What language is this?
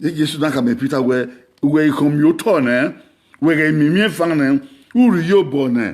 Bini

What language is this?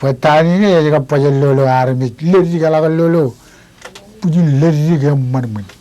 Marshallese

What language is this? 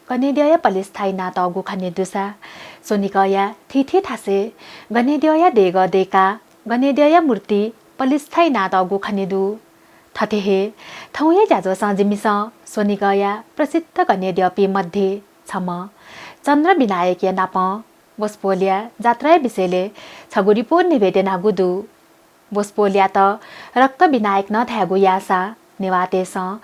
Newari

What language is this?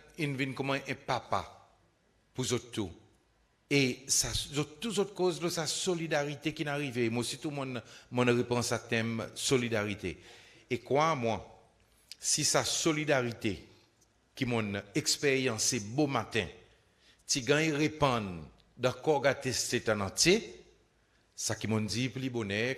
Seselwa Creole French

